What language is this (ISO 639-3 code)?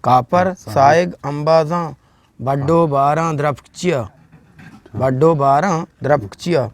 bgp